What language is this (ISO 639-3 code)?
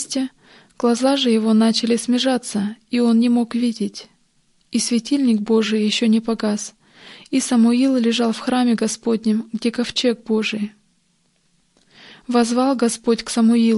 rus